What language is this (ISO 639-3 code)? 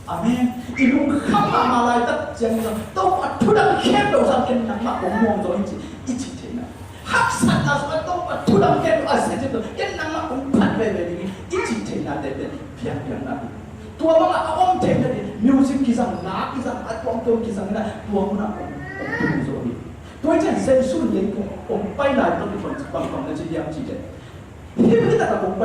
ctd